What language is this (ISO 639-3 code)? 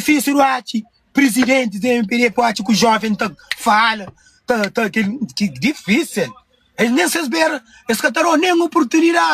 kea